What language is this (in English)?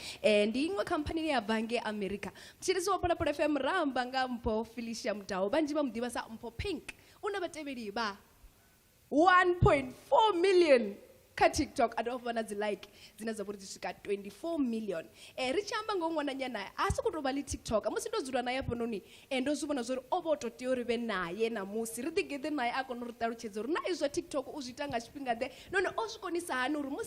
Venda